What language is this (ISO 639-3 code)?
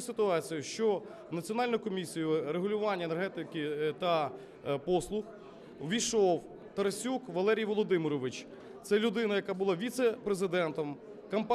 ukr